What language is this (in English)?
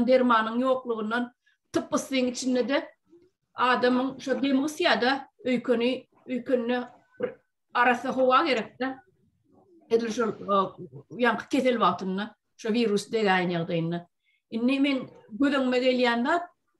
Turkmen